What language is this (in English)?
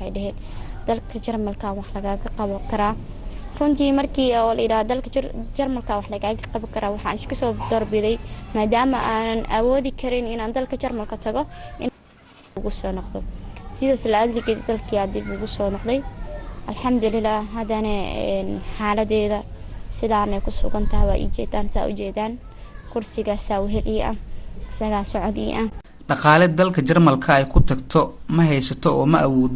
Somali